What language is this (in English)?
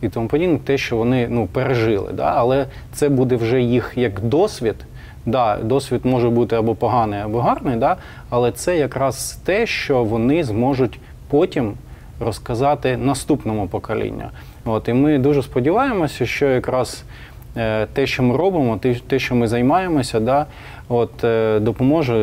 Ukrainian